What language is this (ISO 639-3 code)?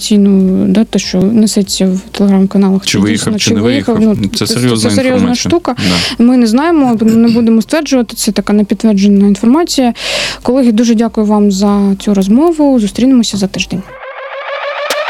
ukr